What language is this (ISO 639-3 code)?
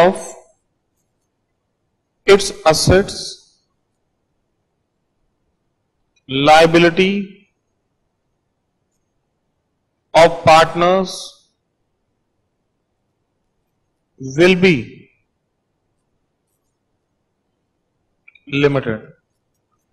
hin